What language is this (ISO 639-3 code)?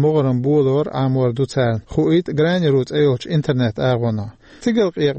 che